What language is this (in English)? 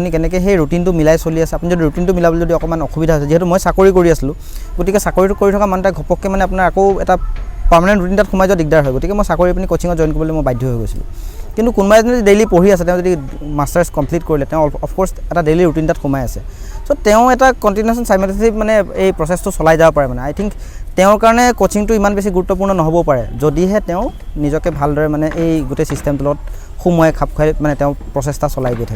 Assamese